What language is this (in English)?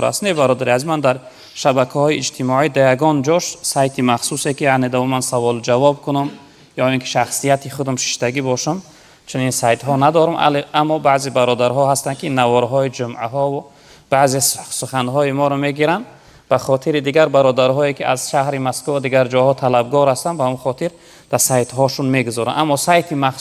Tajik